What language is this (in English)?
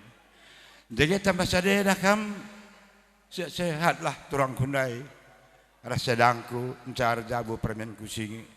Batak Karo